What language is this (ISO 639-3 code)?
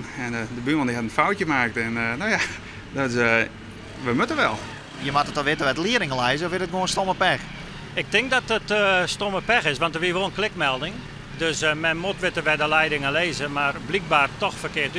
fry